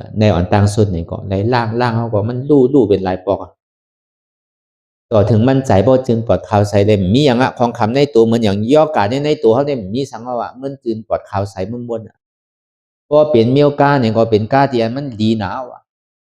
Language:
Shan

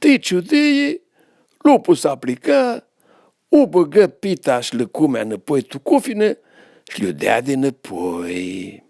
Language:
Aromanian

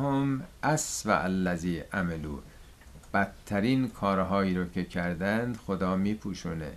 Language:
Persian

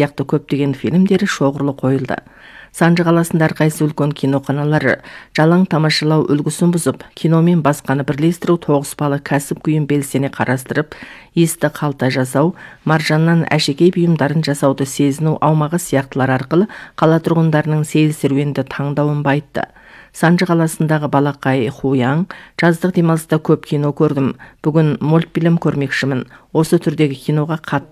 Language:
Kazakh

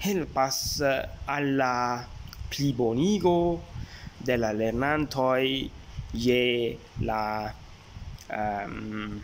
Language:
Esperanto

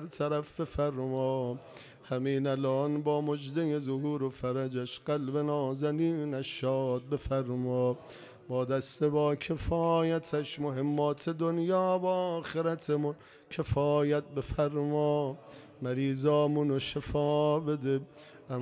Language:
Persian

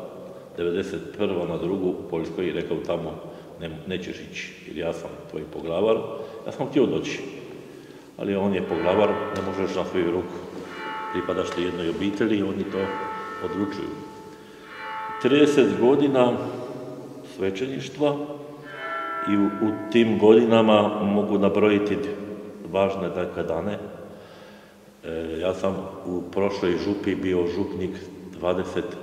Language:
Croatian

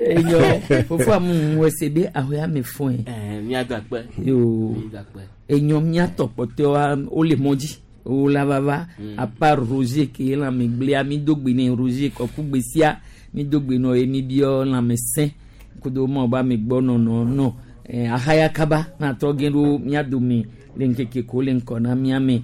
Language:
Gen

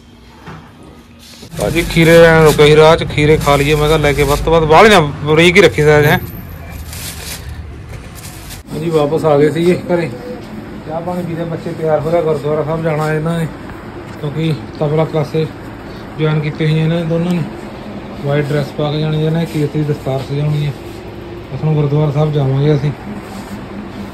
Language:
Punjabi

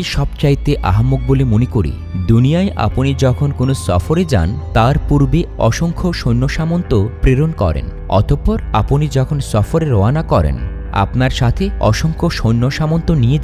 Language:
Bangla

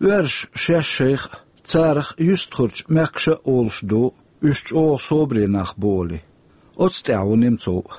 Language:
Chechen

